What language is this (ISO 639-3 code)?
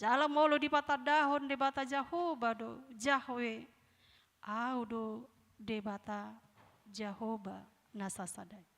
bbc